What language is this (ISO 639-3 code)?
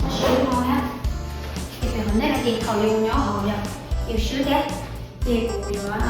hmn